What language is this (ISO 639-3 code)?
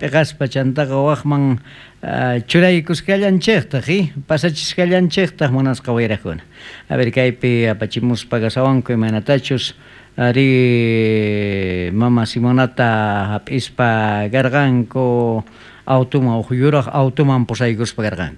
quh